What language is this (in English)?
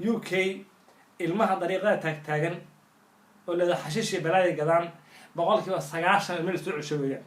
Somali